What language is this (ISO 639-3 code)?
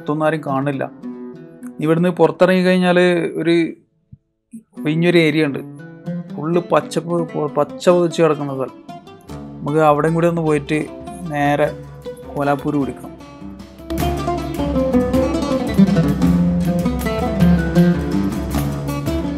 mal